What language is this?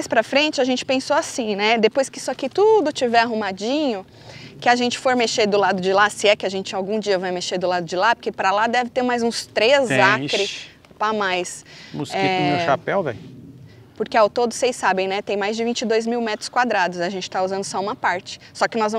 Portuguese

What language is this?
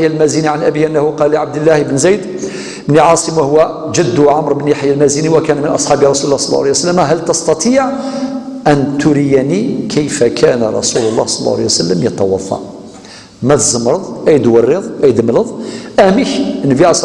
Kabyle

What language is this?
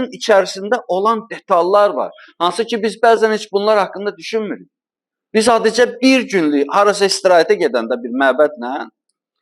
Azerbaijani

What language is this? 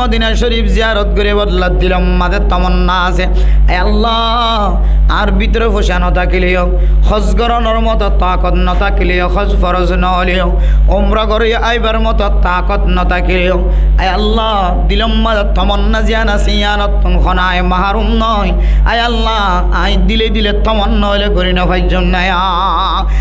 Rohingya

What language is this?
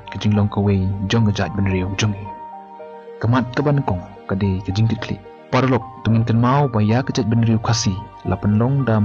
Khasi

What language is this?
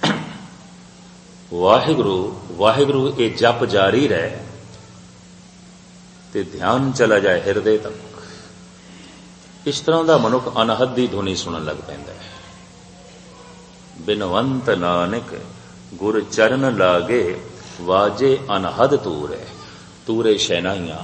Punjabi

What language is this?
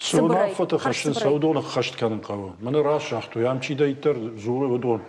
Ossetic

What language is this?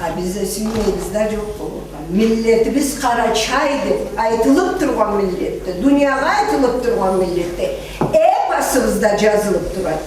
Karachay-Balkar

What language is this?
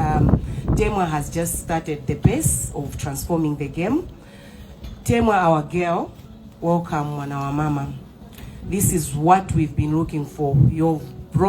Nyanja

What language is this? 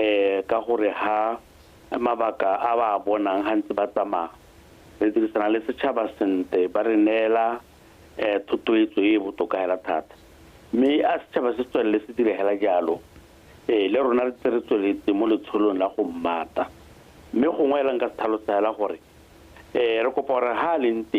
Tswana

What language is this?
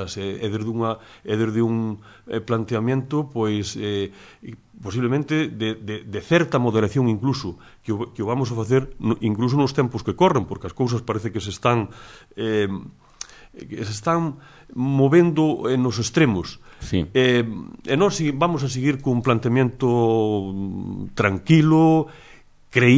Galician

